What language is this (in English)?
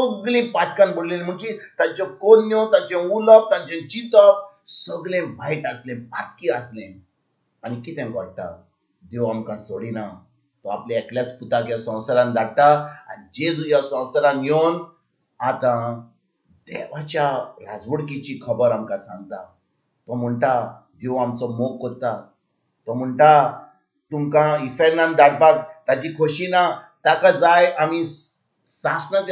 Konkani